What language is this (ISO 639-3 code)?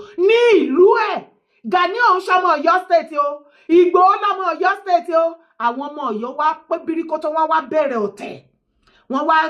yor